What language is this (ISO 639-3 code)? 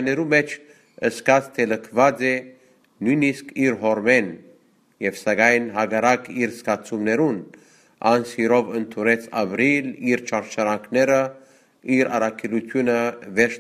hye